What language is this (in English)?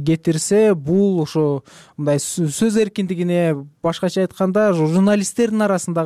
Kyrgyz